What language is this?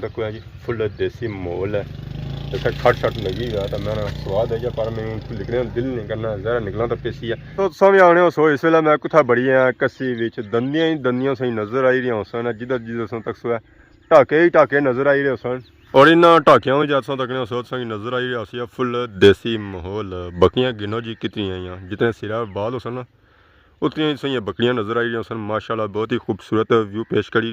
Pahari-Potwari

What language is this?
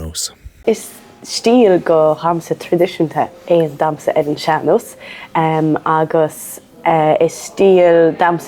Irish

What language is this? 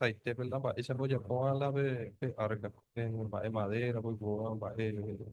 Guarani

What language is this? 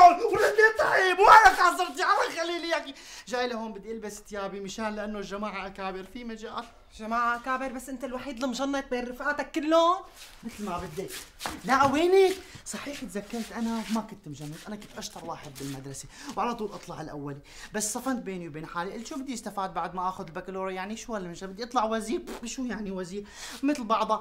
North Levantine Arabic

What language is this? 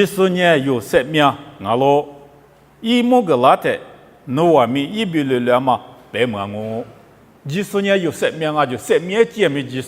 Lisu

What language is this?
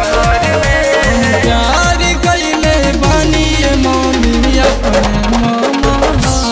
Bhojpuri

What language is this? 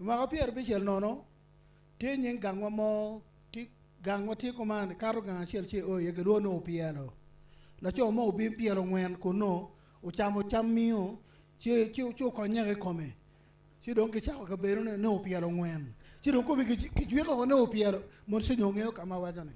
Acoli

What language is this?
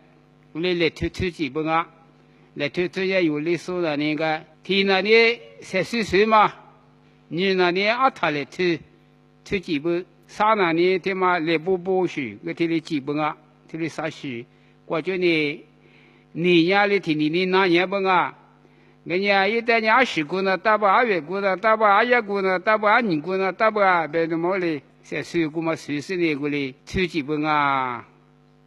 Lisu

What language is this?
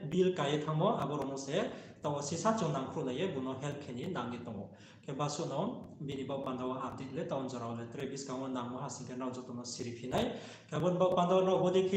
Riang (India)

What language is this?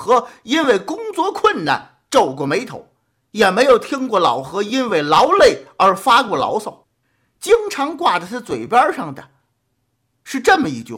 Chinese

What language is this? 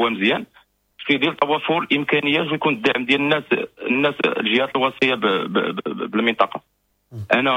Moroccan Arabic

